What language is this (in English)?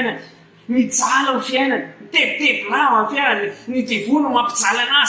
Malagasy